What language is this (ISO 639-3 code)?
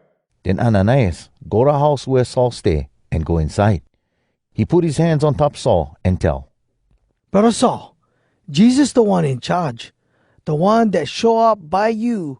hwc